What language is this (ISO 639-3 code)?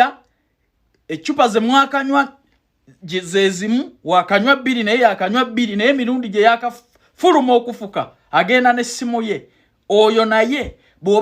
lug